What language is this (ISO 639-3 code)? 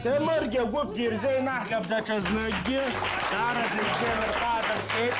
abk